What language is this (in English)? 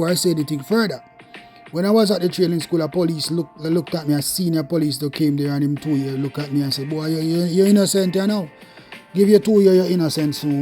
Jamaican Creole English